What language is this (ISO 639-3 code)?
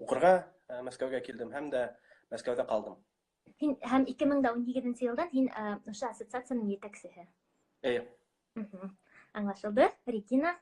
bak